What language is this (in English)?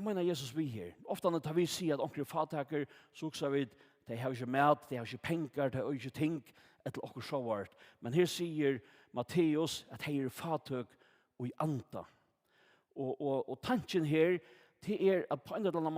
Faroese